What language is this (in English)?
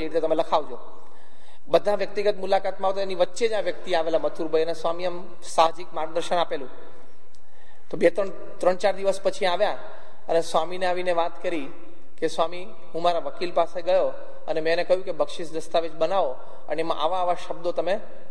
Gujarati